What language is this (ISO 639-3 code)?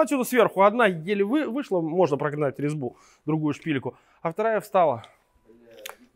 rus